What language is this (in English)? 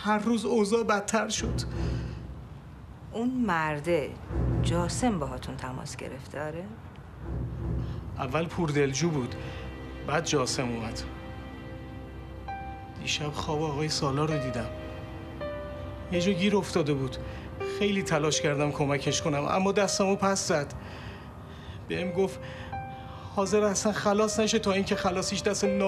Persian